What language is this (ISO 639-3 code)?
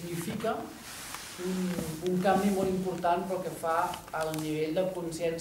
cat